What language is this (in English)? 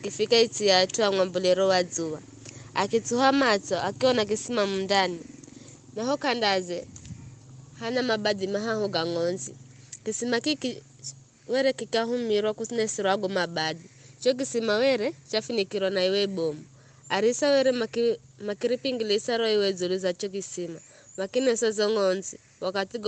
Giryama